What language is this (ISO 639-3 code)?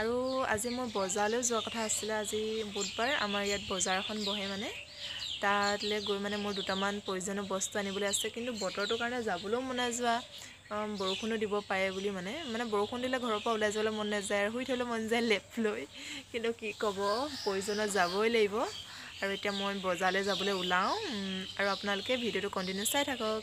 asm